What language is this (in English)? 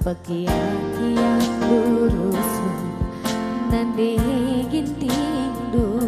Batak Karo